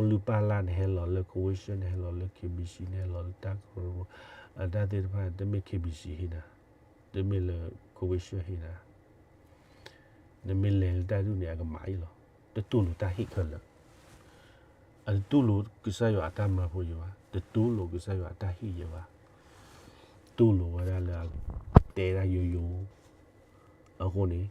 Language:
S'gaw Karen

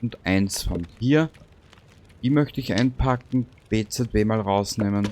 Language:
Bavarian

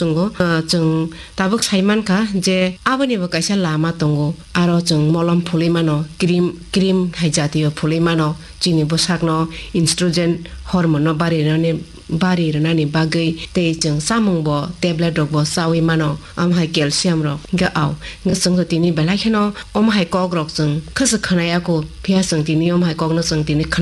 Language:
Kok Borok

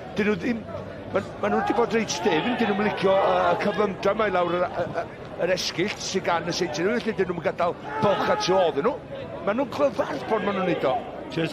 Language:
Welsh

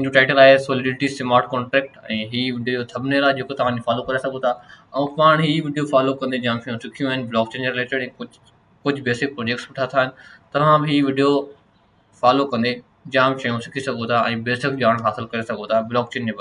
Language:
Sindhi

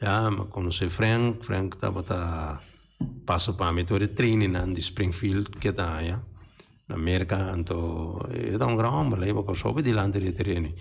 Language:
Papiamento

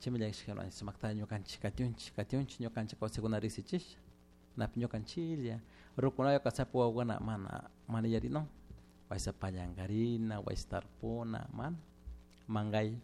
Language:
Chimborazo Highland Quichua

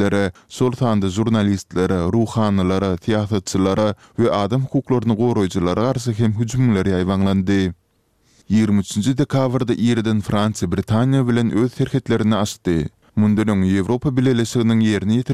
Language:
Turkmen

